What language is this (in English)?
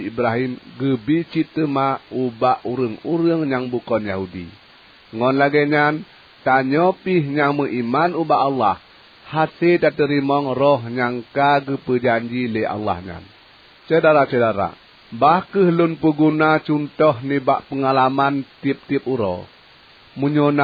Achinese